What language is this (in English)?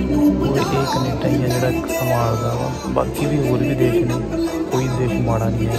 Punjabi